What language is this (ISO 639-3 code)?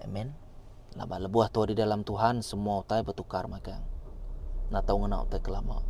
iba